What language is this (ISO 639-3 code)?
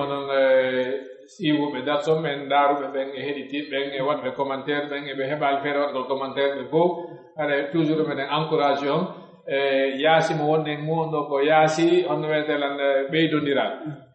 fuf